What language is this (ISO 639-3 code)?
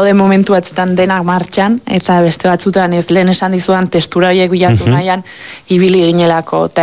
eus